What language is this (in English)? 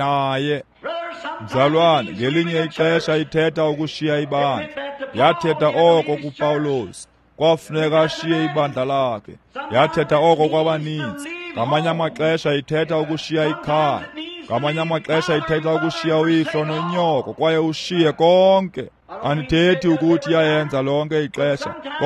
Xhosa